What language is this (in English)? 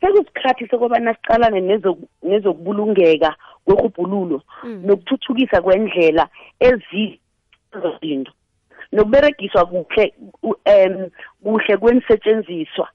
South Ndebele